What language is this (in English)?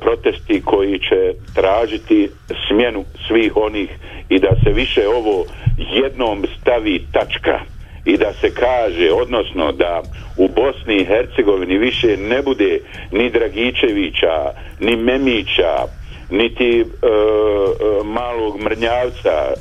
Bosnian